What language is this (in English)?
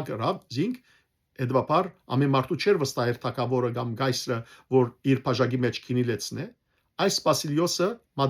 Western Armenian